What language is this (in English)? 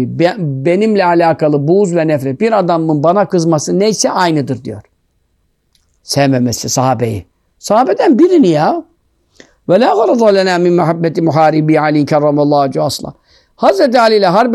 Turkish